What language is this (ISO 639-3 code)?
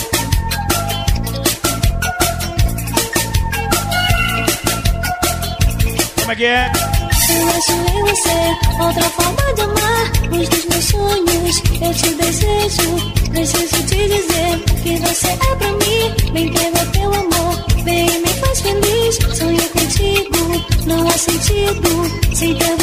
por